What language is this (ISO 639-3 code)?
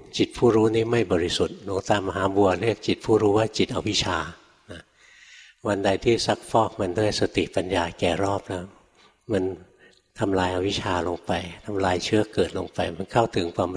tha